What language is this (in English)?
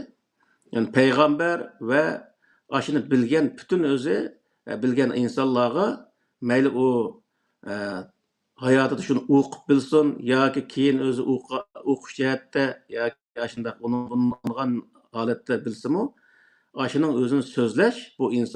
Uyghur